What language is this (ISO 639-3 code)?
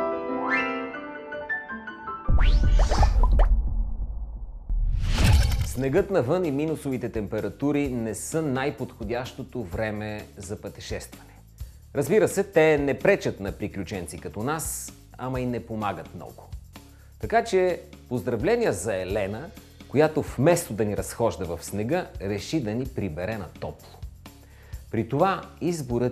bul